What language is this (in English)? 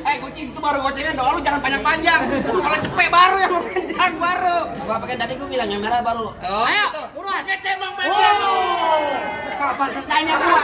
Betawi